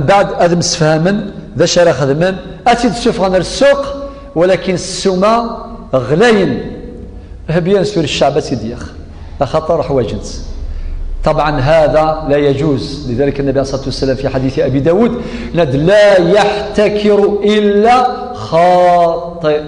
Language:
Kabyle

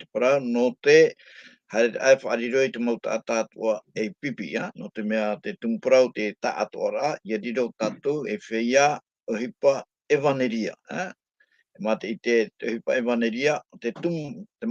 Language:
Tahitian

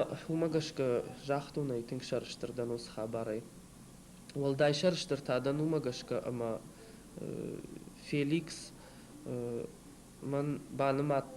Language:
Ossetic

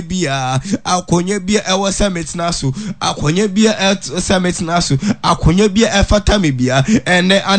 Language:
Akan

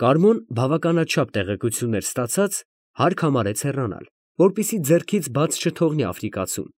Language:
Armenian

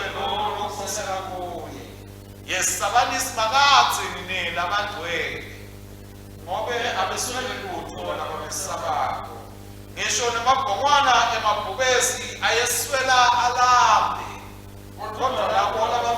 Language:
Swati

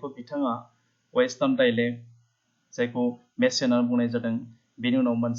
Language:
Bodo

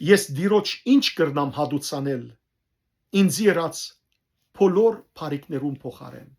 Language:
Western Armenian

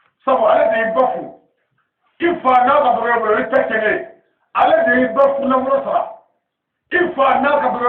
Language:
Bambara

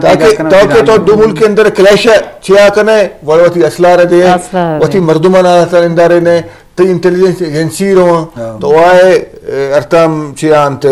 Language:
Eastern Balochi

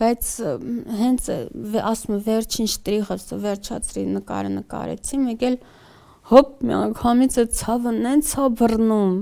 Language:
Armenian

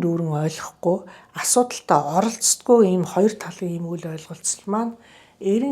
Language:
Mongolian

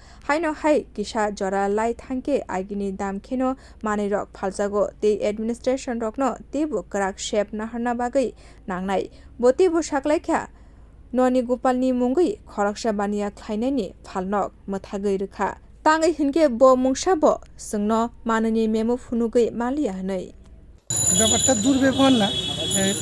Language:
Kok Borok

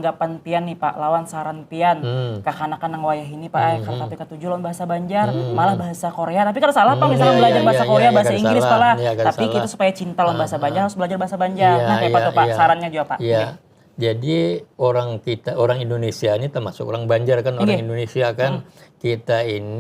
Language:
Banjar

